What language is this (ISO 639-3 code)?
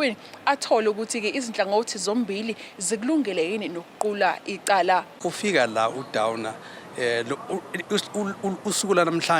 zul